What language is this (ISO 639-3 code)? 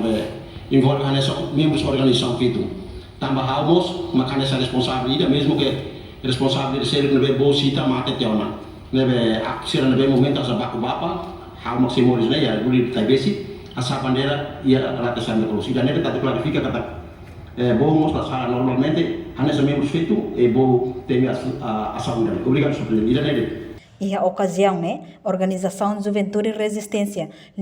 tet